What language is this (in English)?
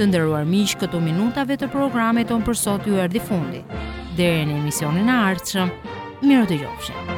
Albanian